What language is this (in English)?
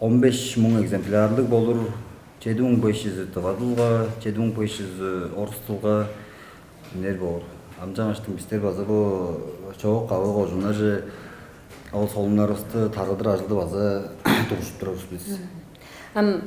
Tuvinian